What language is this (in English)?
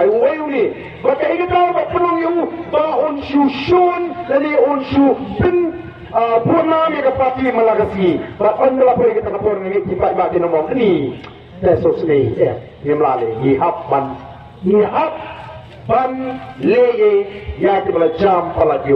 Khasi